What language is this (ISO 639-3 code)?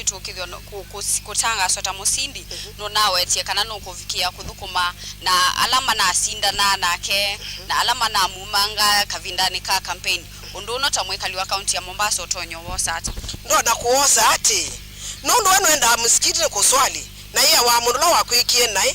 kam